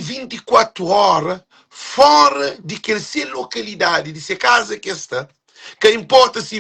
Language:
Kabuverdianu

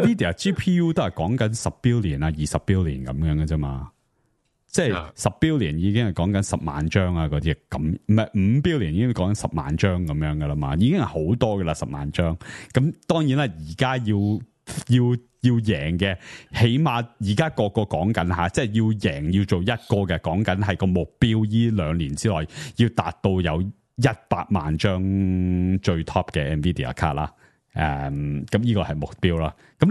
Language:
Cantonese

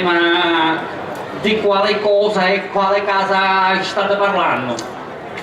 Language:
Sicilian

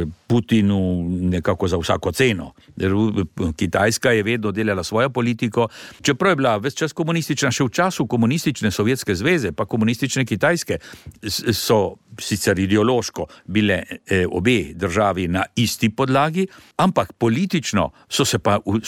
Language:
Slovenian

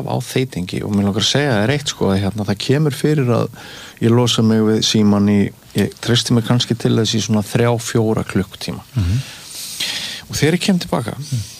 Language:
Icelandic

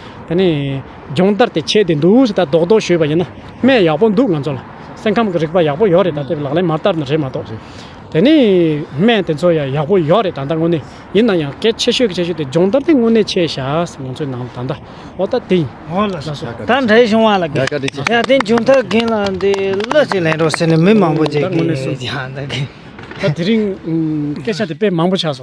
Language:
Tibetan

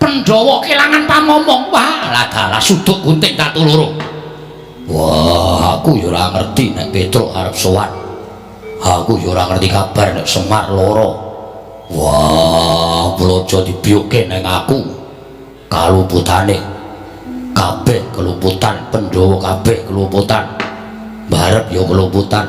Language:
Javanese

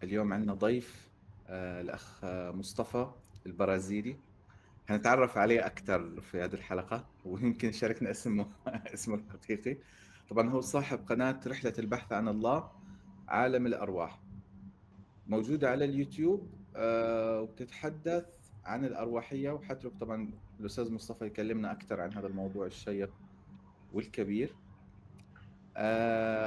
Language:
Egyptian Arabic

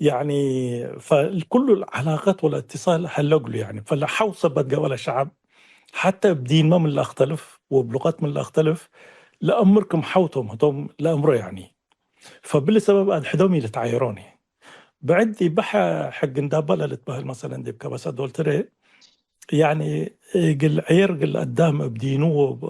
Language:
Tigre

